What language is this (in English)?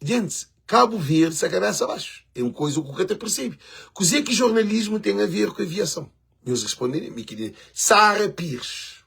Kabuverdianu